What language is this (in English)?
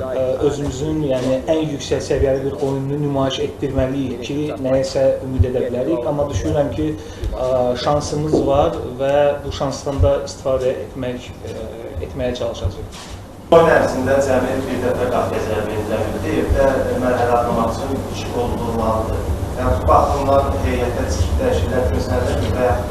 Azerbaijani